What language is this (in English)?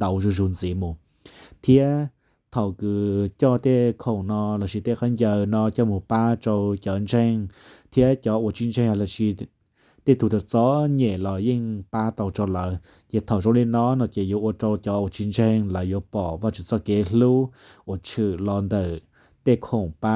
Hmong